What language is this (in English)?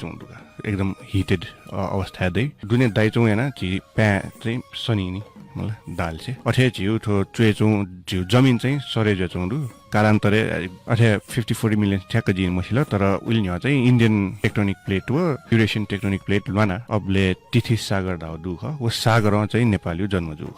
Newari